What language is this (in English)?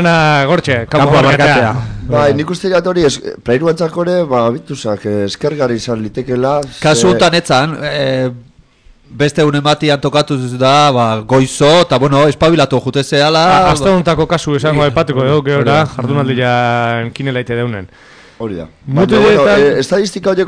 Basque